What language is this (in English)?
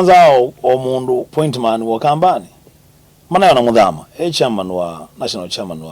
Kamba